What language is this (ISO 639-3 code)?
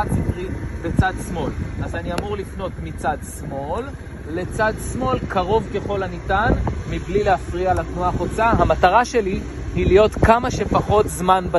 heb